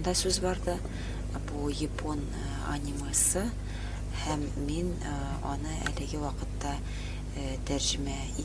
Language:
Tatar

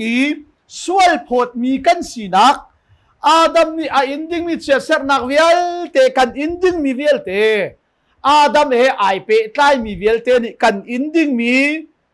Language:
Hakha Chin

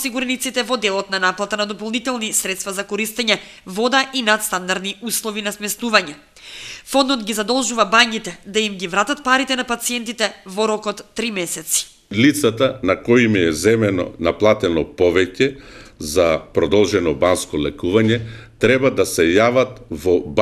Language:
Macedonian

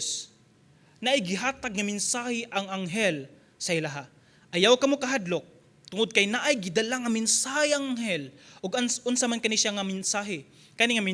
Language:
Cebuano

